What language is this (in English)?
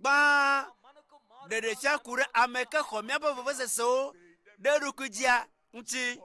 Ewe